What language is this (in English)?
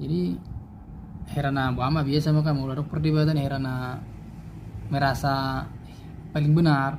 Batak Toba